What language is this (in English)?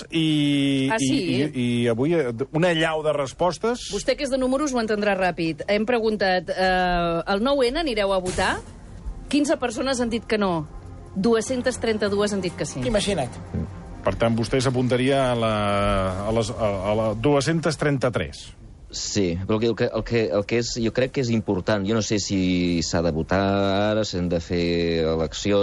Catalan